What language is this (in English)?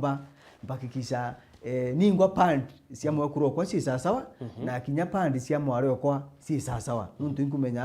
Meru